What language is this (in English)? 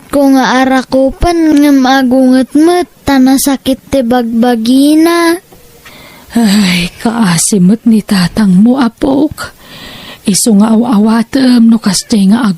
Iloko